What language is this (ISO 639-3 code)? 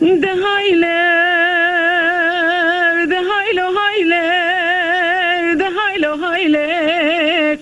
kur